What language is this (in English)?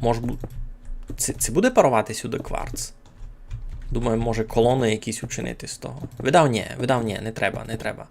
Rusyn